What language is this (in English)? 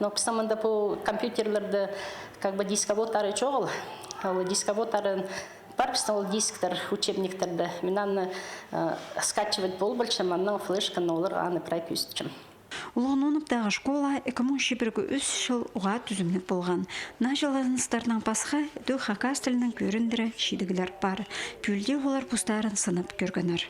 Khakas